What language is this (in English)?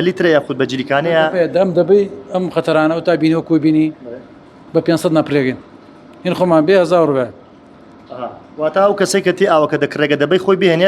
Central Kurdish